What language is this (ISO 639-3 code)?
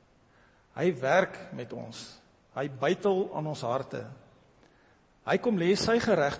afr